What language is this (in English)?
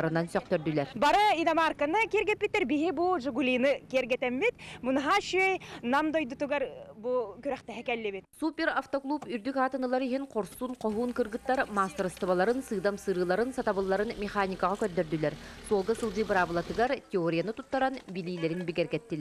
Yakut